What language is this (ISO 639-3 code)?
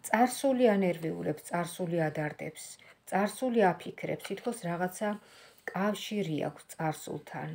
kat